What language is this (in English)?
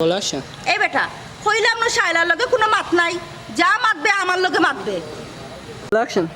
Sylheti